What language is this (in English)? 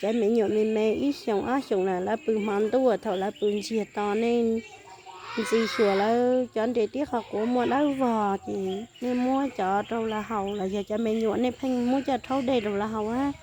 Hmong